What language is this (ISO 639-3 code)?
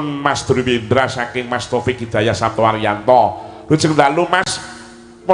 jav